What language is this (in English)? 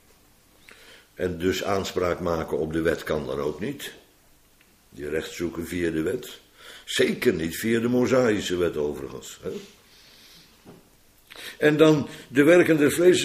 Dutch